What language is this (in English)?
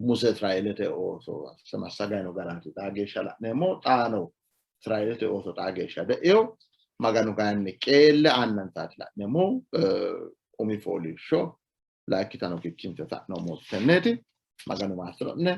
Sidamo